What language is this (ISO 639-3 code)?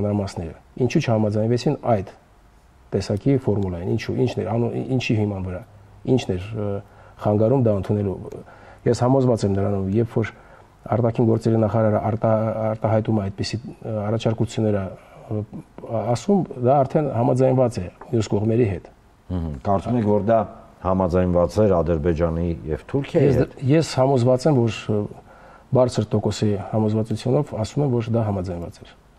hye